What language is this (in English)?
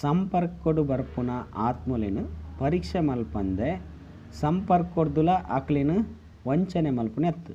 Tulu